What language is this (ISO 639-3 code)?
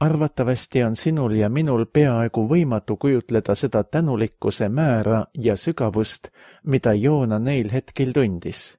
est